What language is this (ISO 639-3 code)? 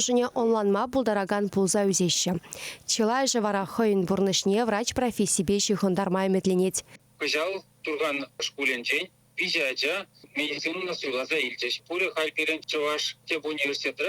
chv